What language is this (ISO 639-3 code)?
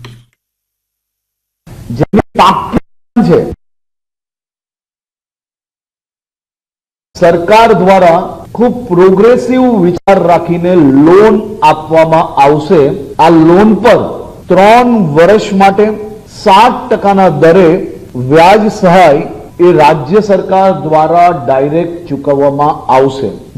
guj